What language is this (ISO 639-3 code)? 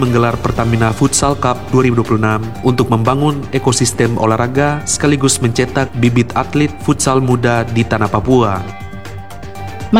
ind